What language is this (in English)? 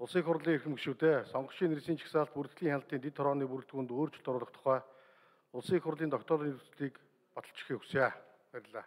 Mongolian